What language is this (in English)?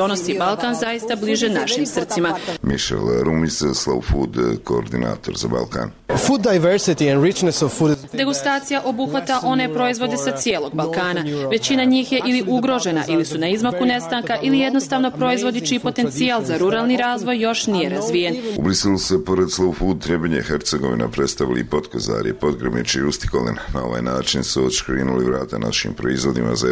Bosnian